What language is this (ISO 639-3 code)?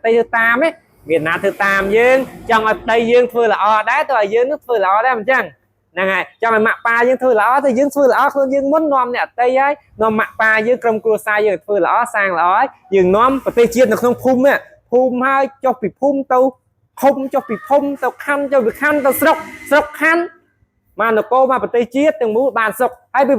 khm